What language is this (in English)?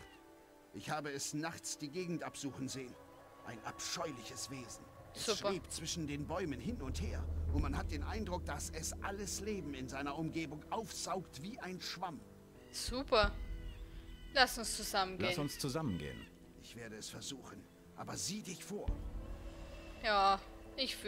German